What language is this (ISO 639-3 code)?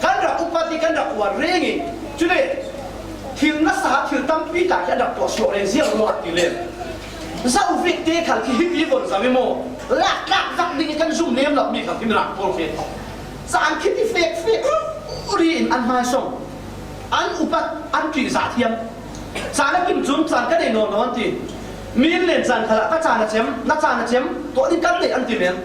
cfm